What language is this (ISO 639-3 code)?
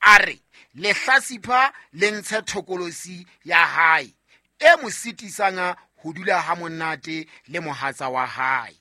sot